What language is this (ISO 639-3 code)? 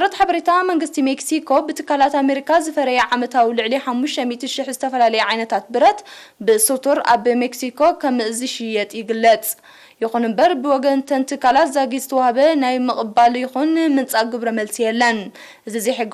tir